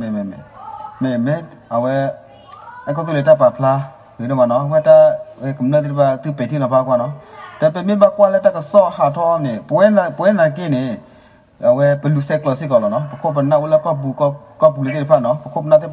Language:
S'gaw Karen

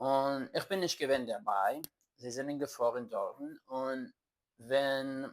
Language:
Yiddish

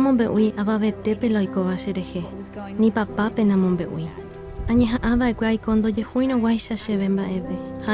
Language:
Guarani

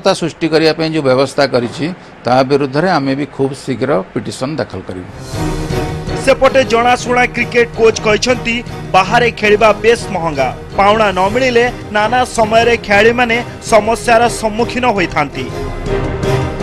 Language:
Odia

